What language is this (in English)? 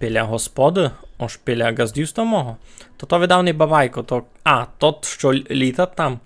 Rusyn